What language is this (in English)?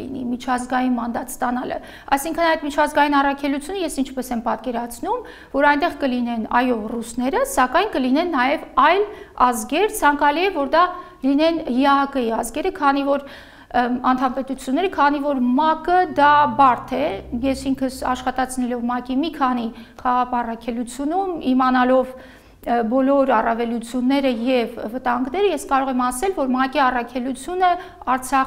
Armenian